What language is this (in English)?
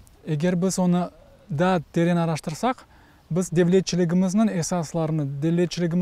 Crimean Tatar